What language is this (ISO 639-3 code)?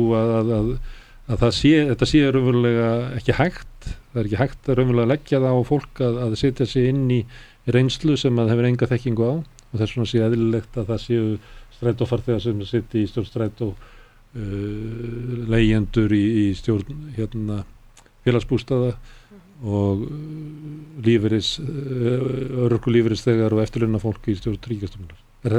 isl